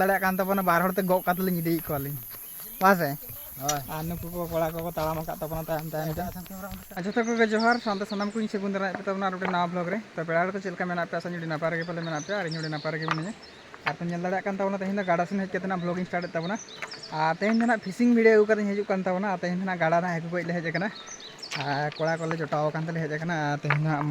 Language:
Santali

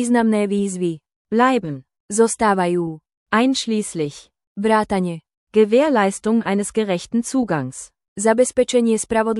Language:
Slovak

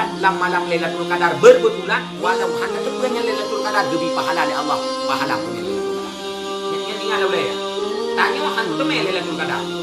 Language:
Achinese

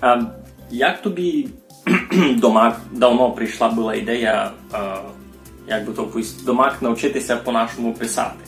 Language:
Rusyn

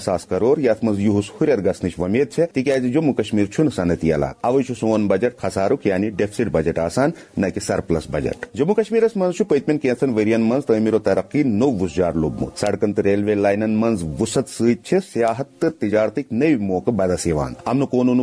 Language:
Kashmiri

